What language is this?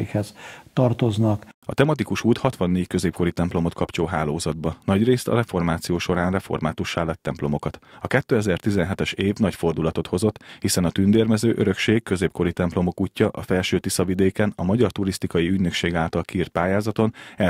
Hungarian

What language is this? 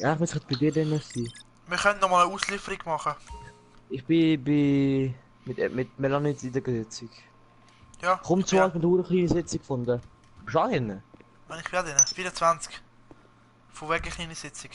Swiss German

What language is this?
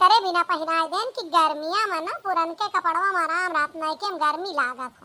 Awadhi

